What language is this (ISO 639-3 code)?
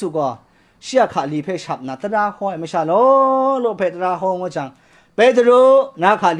kac